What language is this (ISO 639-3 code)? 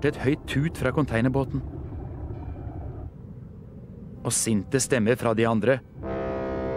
nor